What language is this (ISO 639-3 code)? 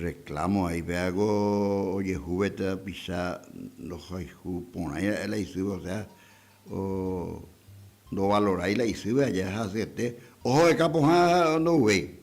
grn